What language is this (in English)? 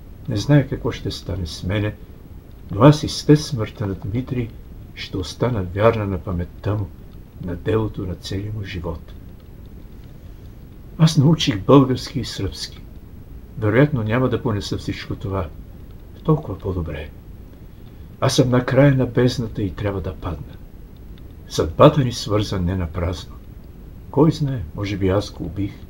Bulgarian